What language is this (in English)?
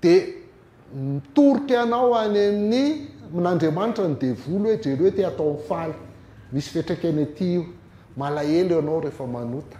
Malagasy